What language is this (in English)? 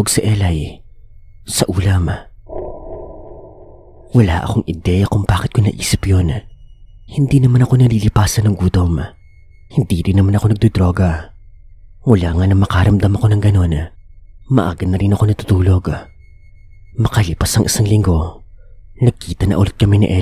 Filipino